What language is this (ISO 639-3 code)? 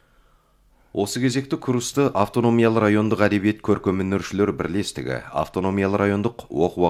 kaz